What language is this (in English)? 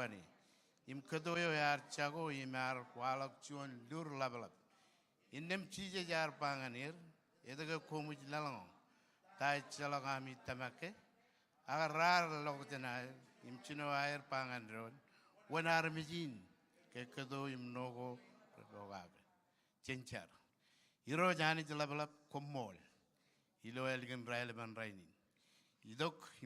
Marshallese